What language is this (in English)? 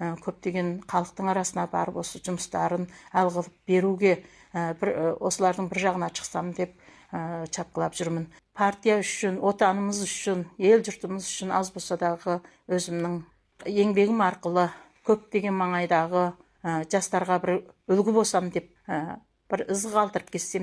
Kazakh